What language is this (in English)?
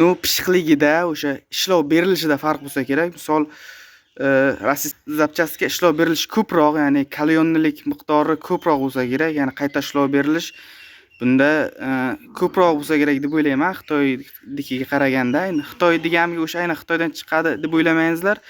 Uzbek